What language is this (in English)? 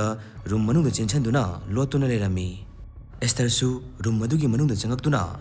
Manipuri